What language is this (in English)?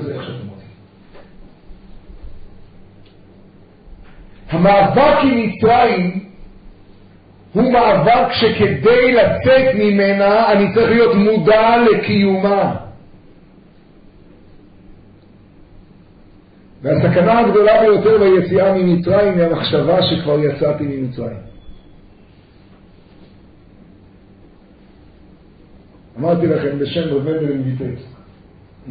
Hebrew